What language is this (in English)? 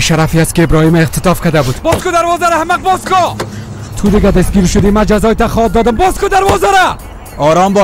Persian